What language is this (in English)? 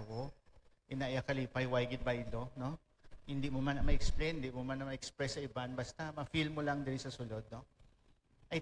Hiligaynon